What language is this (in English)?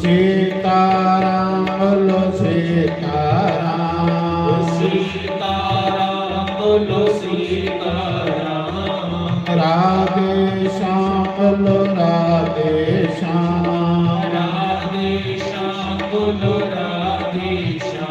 Dogri